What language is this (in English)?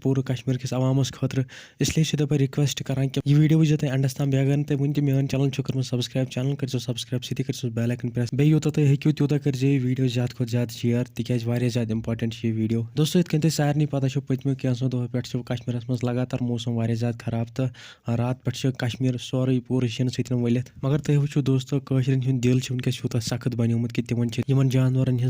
Kashmiri